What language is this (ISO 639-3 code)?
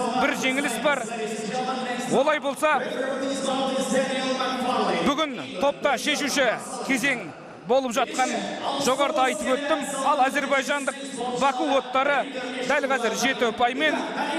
kaz